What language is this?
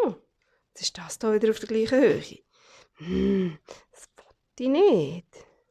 Swiss German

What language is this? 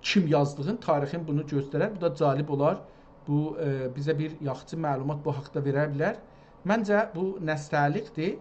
South Azerbaijani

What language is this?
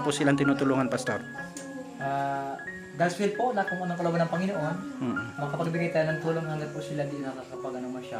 Filipino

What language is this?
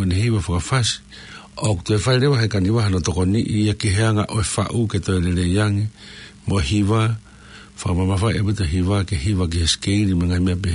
Tongan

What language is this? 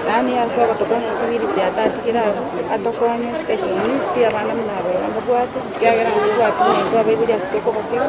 Gusii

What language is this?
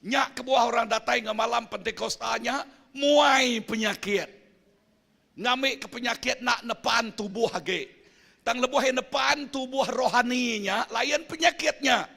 Iban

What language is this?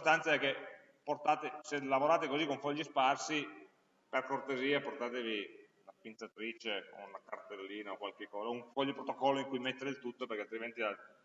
Italian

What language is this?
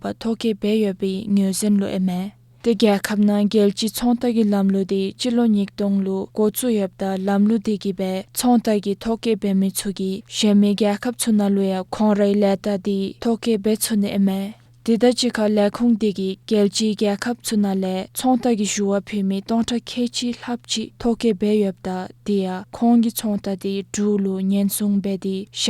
Dzongkha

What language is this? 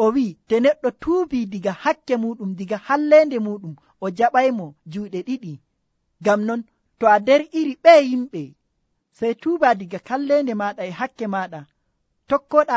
Nigerian Fulfulde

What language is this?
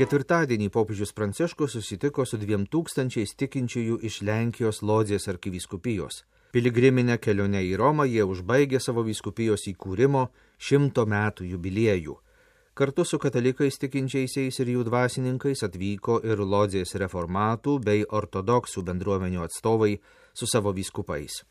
Lithuanian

